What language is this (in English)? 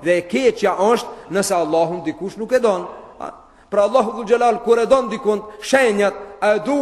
Albanian